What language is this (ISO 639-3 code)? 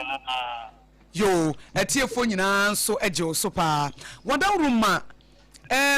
aka